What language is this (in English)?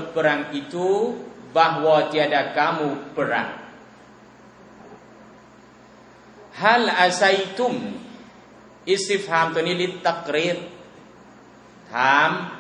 Thai